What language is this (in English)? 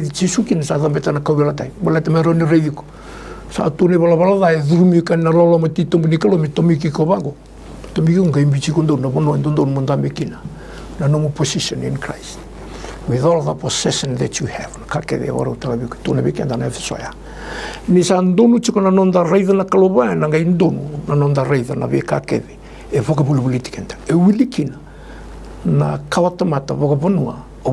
Fijian